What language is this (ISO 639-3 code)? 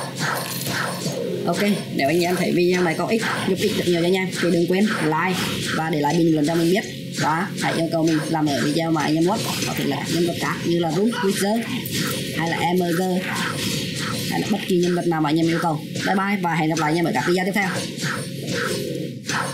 vie